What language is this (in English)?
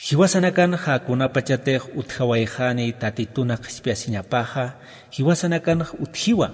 Aymara